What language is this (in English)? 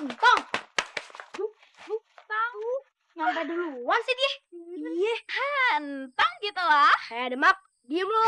Betawi